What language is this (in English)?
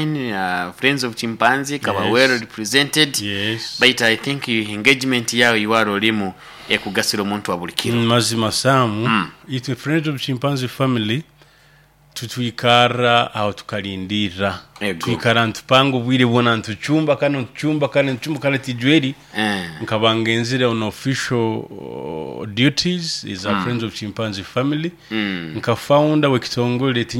Nyoro